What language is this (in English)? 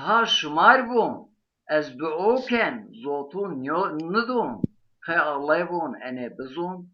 Zaza